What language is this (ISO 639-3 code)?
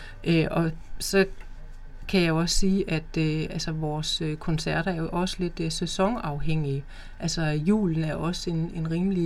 dan